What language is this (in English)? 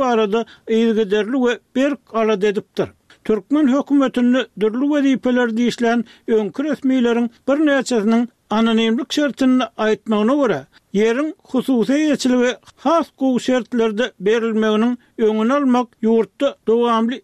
Turkmen